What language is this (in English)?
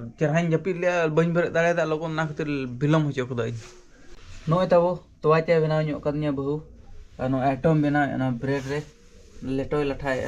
Santali